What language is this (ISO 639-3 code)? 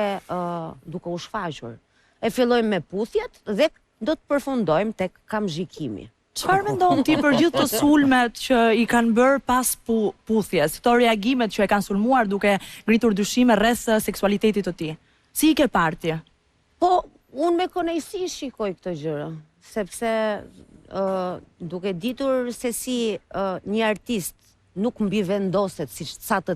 sqi